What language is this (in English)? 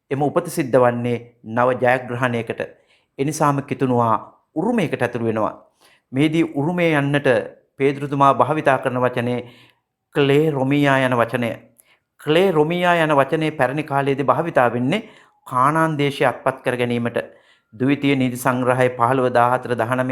Sinhala